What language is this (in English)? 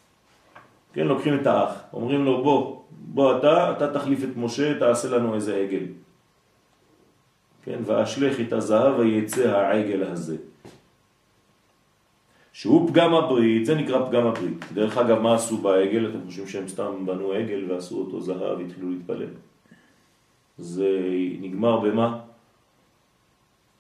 Hebrew